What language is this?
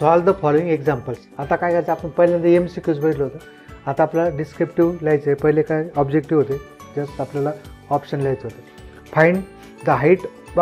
Marathi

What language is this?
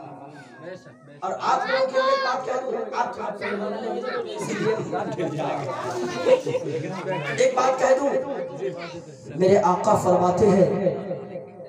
Urdu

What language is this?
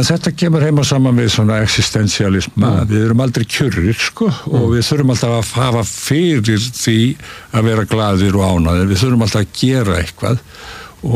Icelandic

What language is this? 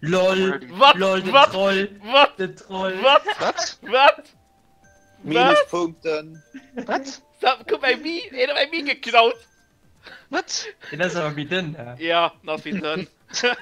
Luxembourgish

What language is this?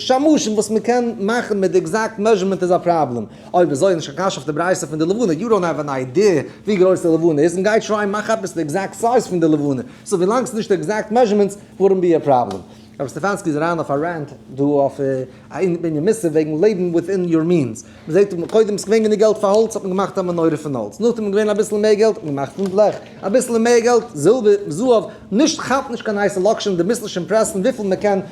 Yiddish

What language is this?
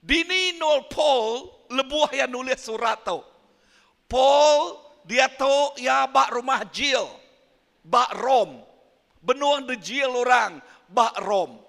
Iban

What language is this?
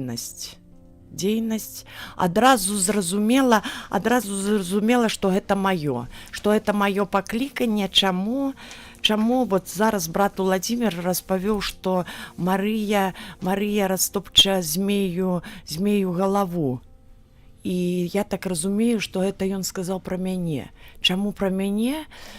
Belarusian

